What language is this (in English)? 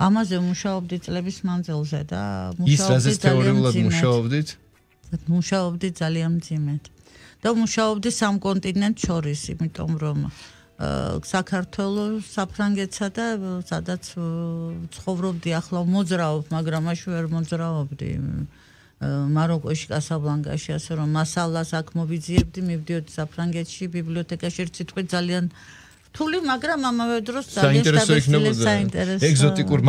Georgian